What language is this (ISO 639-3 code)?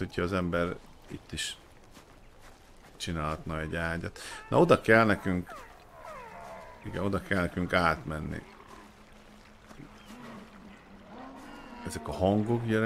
hun